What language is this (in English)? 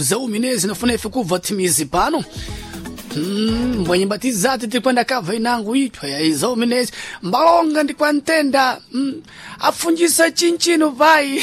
Sena